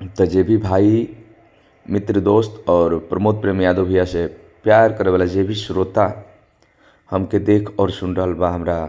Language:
Bhojpuri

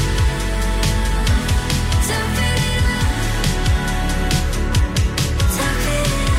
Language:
Icelandic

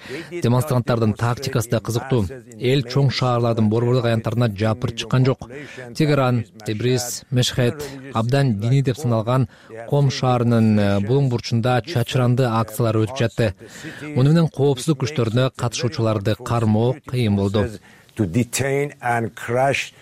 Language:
Kyrgyz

